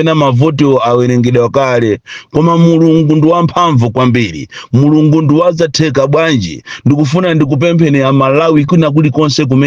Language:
Nyanja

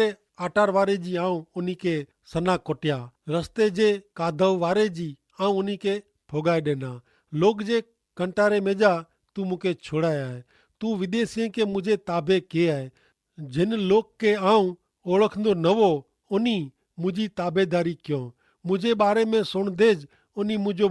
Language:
Kachhi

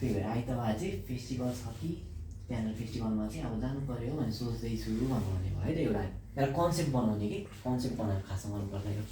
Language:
Nepali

